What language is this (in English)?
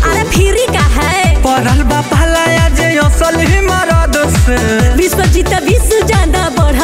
Bhojpuri